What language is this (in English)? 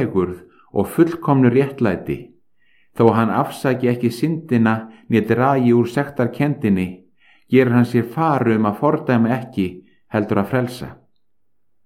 Icelandic